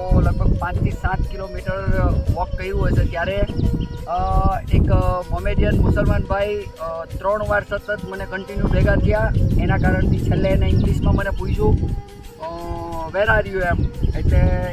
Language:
Gujarati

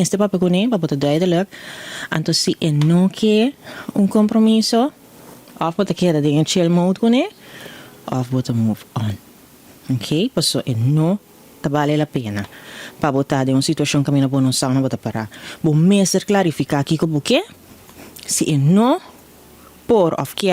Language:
Papiamento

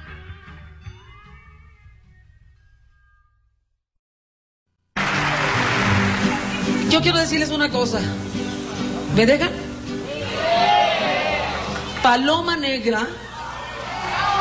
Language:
Spanish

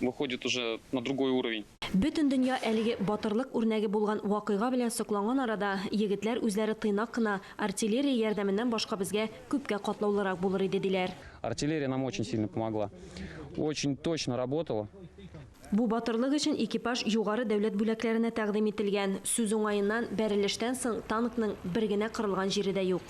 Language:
Tatar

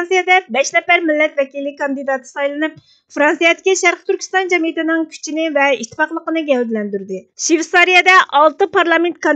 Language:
Uyghur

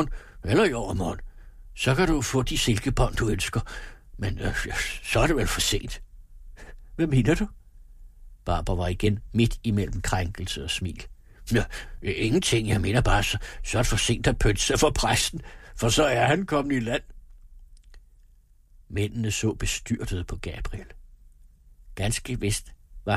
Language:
Danish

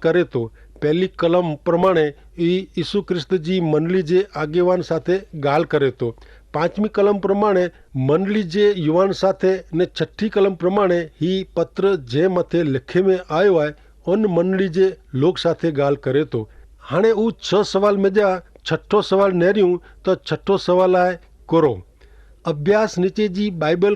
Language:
Kachhi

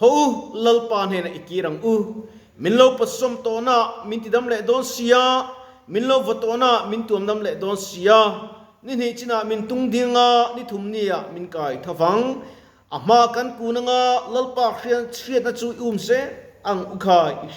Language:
Mizo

